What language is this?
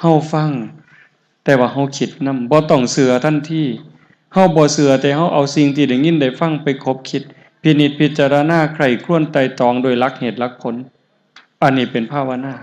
Northeastern Thai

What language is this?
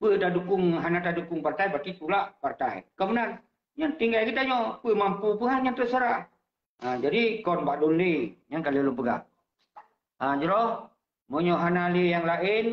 Achinese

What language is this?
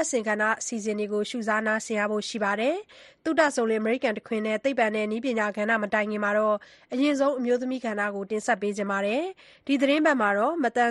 Burmese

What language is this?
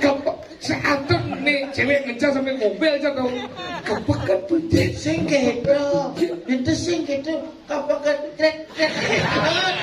Balinese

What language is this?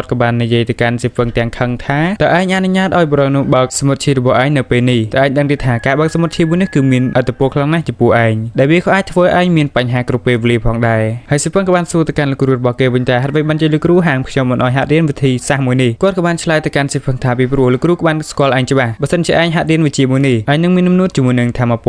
Khmer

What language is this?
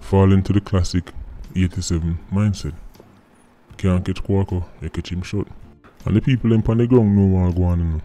Jamaican Creole English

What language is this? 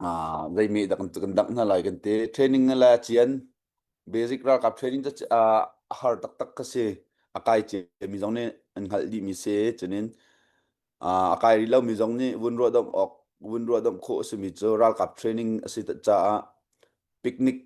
Hakha Chin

